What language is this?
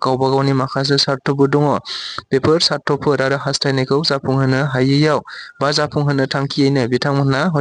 Bodo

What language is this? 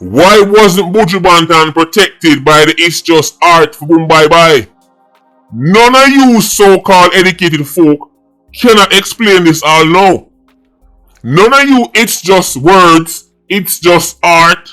Jamaican Creole English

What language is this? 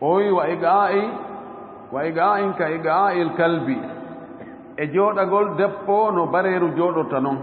Fula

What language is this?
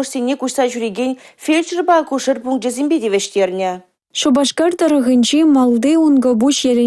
Chuvash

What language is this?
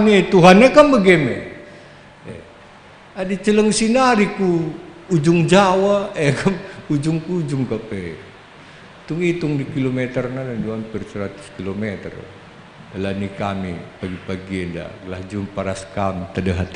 Batak Karo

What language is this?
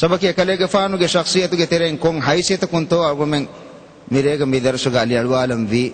Divehi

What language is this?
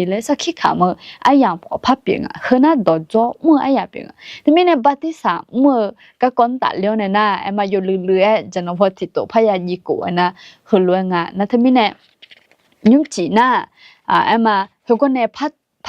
Akha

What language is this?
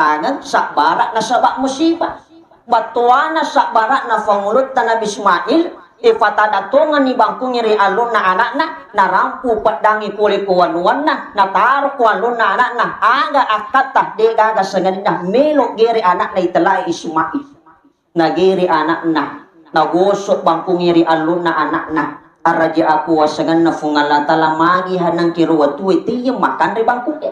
Buginese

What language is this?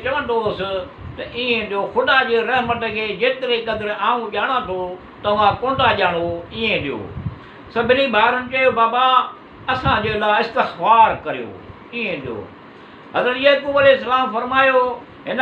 Sindhi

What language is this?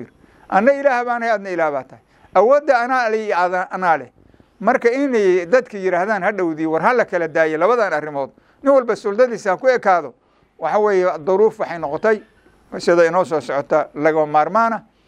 Somali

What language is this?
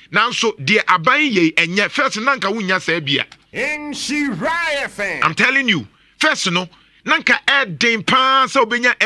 Akan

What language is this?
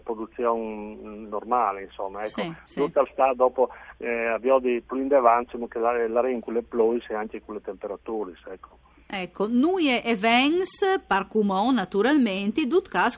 Friulian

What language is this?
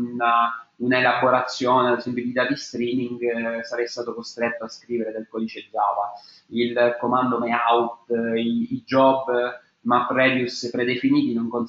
Italian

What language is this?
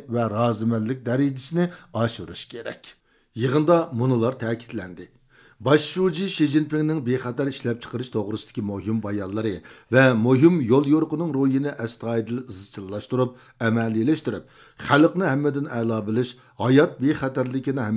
Uyghur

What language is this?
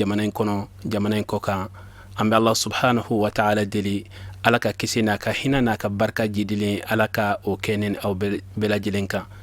Bambara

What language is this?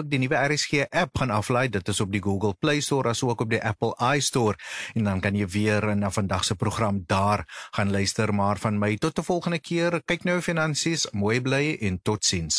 Afrikaans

